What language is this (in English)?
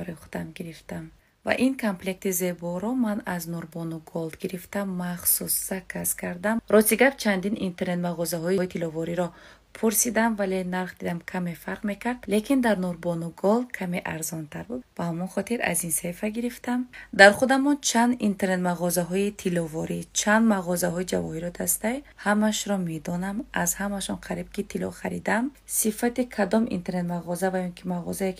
Tajik